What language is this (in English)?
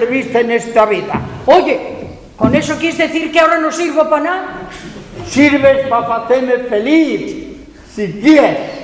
Asturian